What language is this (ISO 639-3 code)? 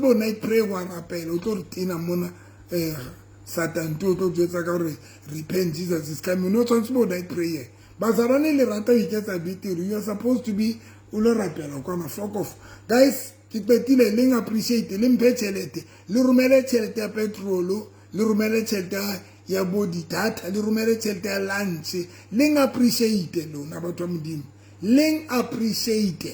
sot